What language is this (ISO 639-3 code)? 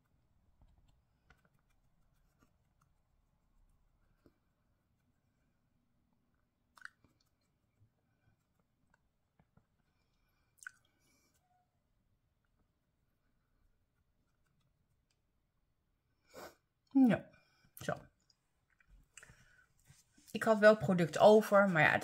nld